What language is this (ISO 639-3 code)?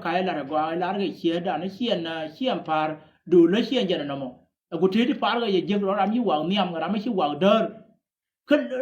nus